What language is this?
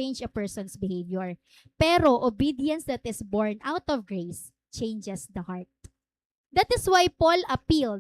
Waray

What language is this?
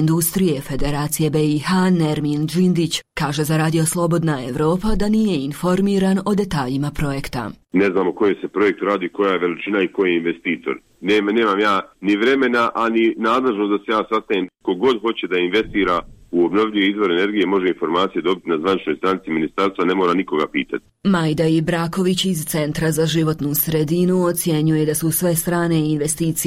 Bosnian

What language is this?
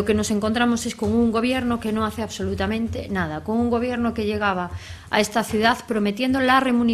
Spanish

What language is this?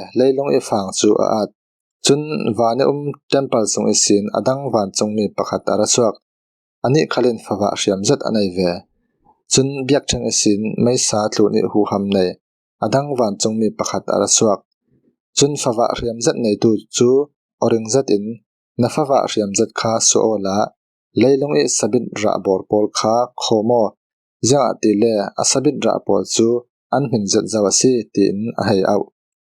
Falam Chin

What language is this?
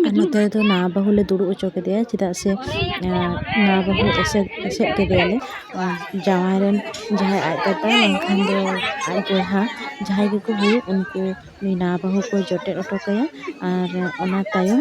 Santali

